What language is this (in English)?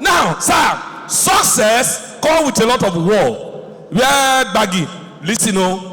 Nigerian Pidgin